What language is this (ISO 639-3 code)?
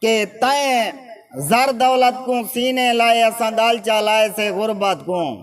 skr